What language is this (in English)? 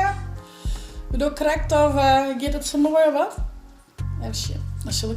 Western Frisian